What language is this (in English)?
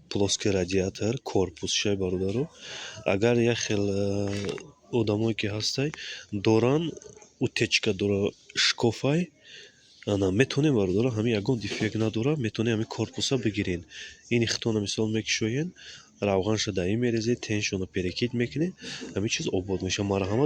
Tajik